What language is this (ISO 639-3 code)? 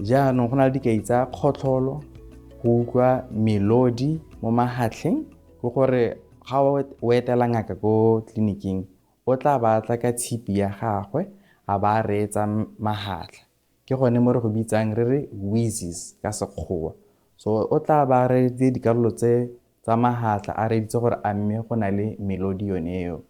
tsn